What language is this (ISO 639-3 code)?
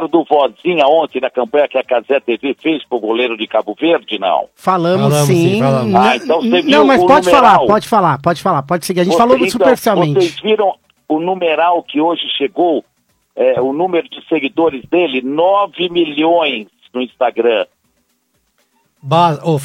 por